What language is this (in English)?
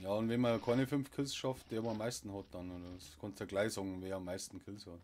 Bavarian